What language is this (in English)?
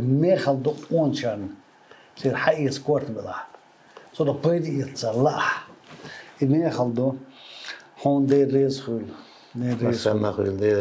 Chechen